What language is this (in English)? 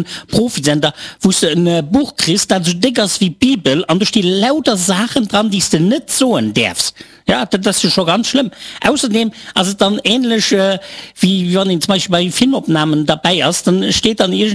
Luxembourgish